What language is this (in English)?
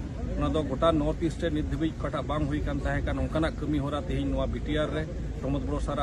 Santali